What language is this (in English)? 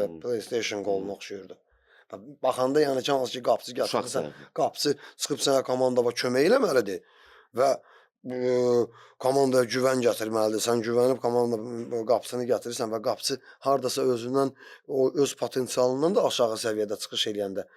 Azerbaijani